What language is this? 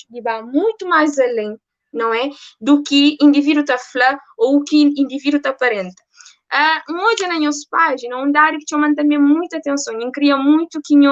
Kabuverdianu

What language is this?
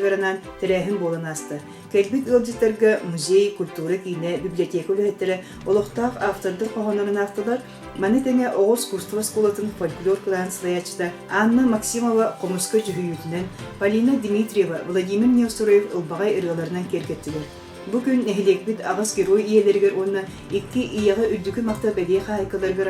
Yakut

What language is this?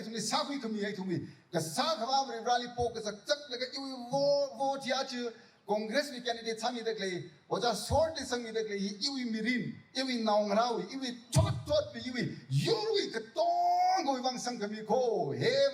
Tangkhul Naga (India)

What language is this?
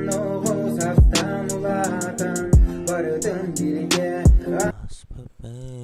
Yakut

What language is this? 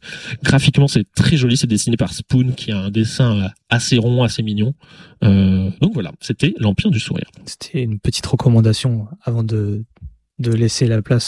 French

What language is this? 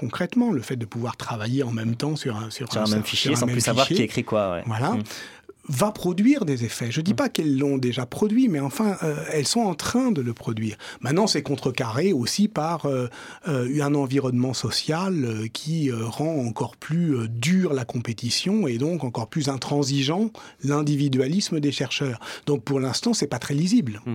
French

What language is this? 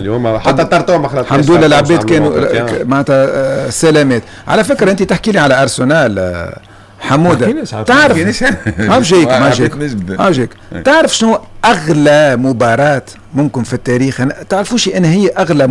Tunisian Arabic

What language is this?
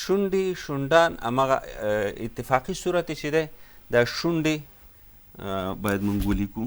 Pashto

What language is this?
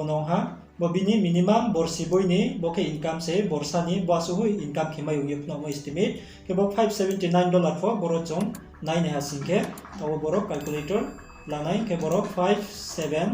Riang (India)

